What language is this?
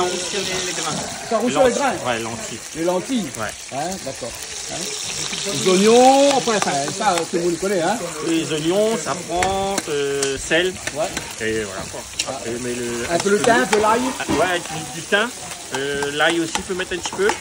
Réunion Creole French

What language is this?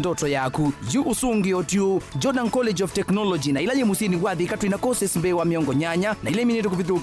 Kamba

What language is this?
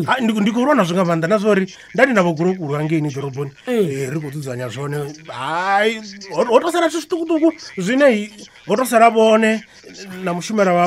Venda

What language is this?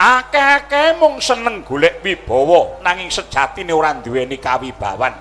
Javanese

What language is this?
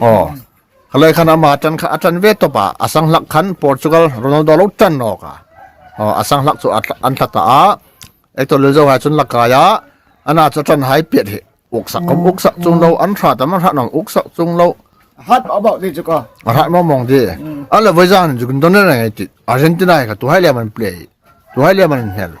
Hmar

